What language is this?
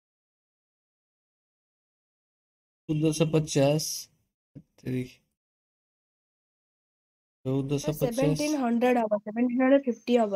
Odia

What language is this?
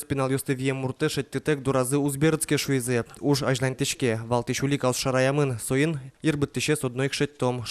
Udmurt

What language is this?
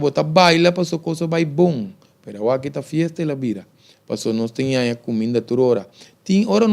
Papiamento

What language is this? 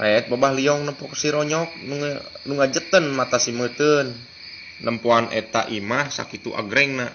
Sundanese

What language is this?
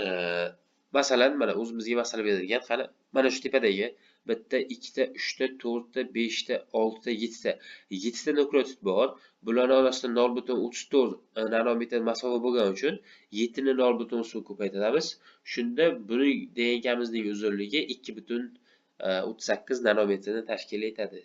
Uzbek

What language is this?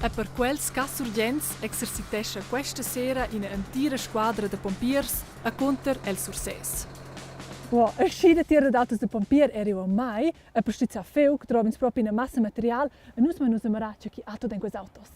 Romansh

